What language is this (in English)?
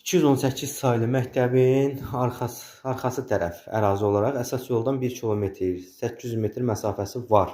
Azerbaijani